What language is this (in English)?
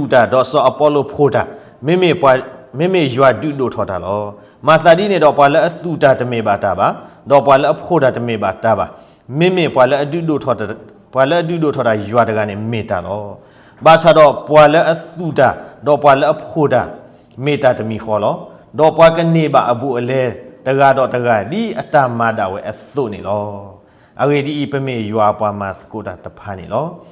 S'gaw Karen